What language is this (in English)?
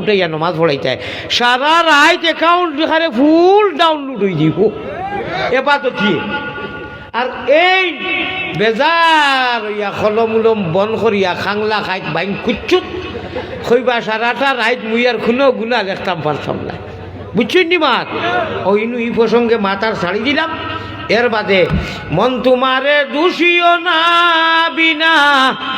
Sylheti